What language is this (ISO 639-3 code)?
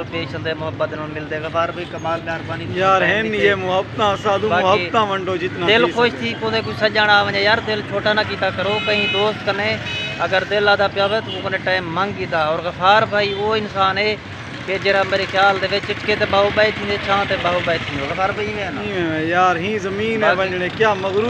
skr